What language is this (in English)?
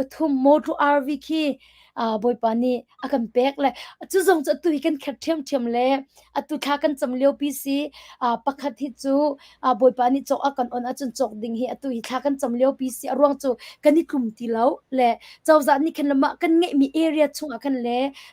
Hakha Chin